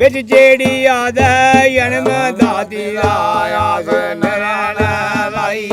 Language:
Dogri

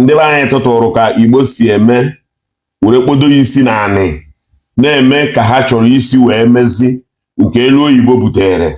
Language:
Igbo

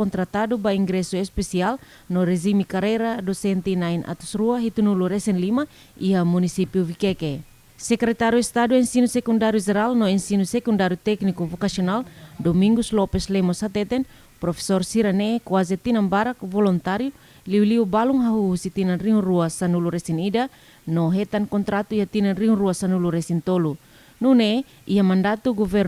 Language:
Tetum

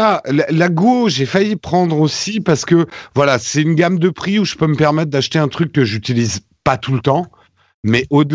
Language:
French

